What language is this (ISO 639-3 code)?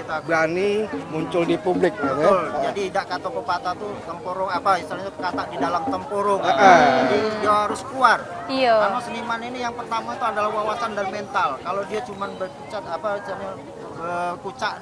mui